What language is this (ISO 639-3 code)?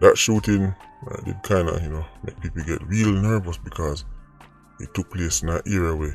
jam